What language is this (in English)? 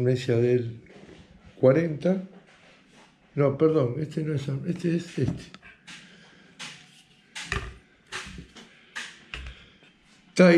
Spanish